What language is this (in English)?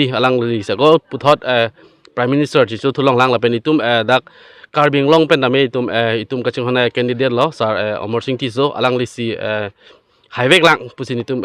Karbi